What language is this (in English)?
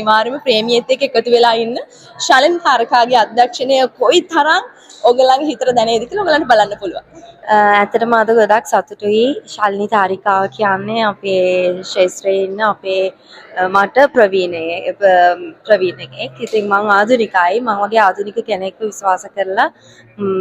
Sinhala